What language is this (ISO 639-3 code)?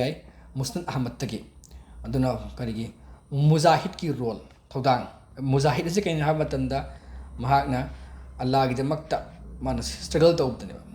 mni